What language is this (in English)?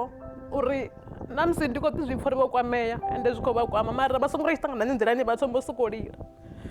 Venda